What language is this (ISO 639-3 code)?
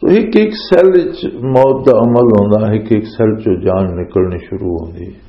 lah